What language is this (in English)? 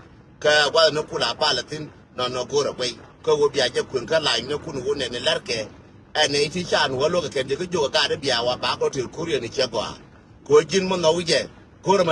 Nuer